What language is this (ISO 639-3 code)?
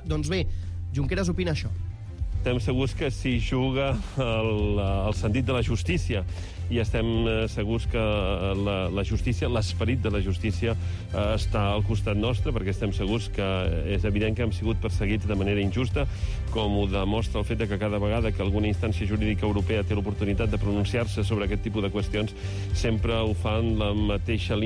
cat